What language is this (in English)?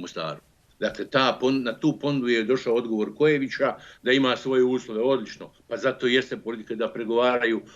Bosnian